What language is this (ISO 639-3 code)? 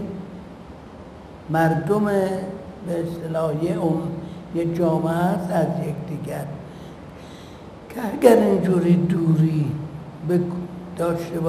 fas